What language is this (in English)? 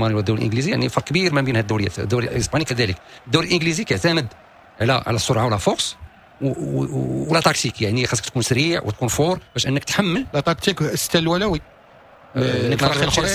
Moroccan Arabic